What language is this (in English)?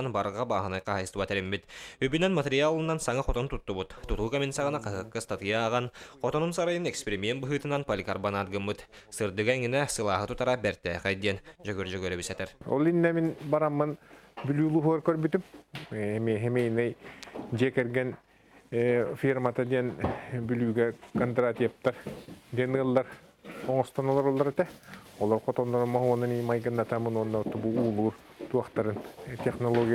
Yakut